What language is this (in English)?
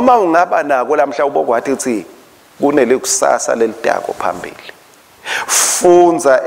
Swati